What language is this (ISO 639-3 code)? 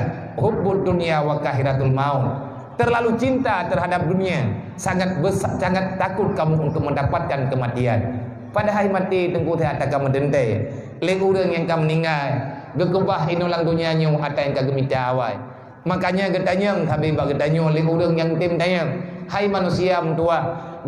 ace